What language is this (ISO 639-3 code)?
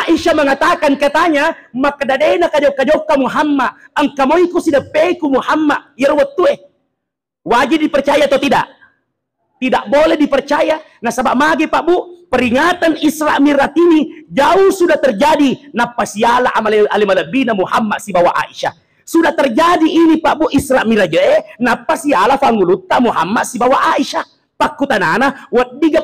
bug